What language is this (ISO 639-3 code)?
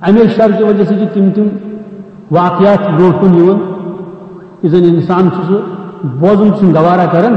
kas